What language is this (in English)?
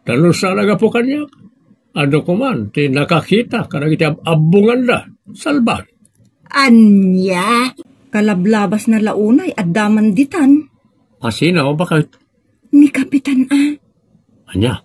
Iloko